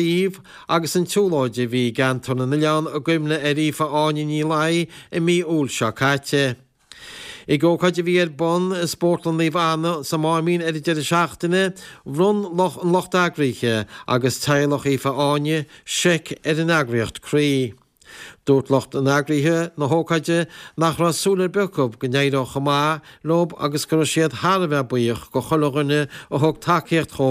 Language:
Irish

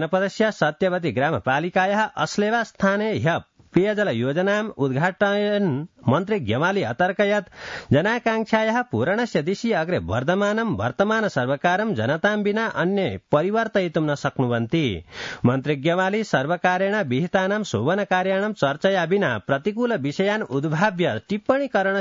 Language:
Sanskrit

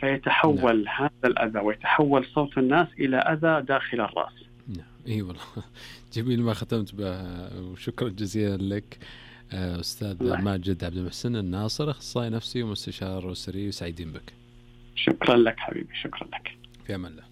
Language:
Najdi Arabic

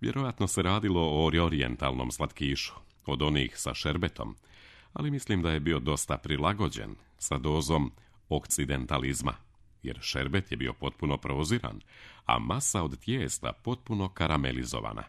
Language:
Serbian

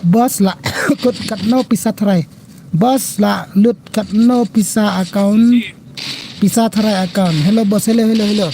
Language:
Khasi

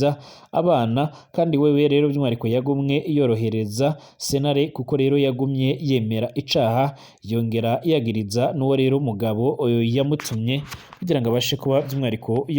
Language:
Rundi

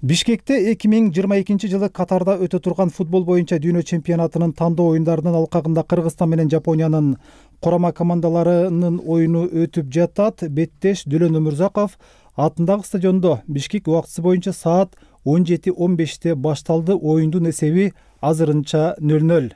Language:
Kyrgyz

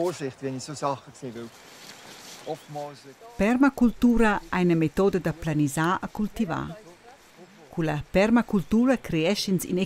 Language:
Romansh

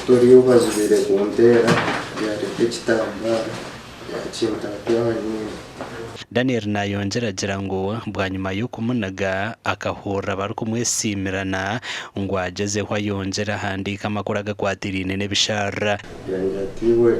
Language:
Nyankole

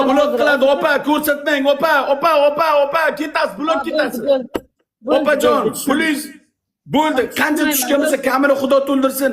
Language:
Uzbek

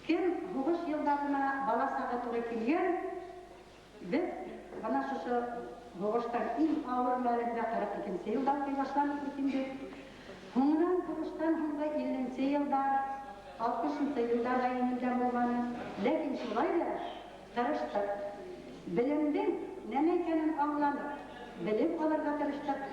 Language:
Bashkir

